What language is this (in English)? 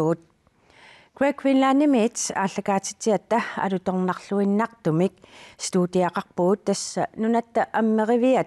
Kalaallisut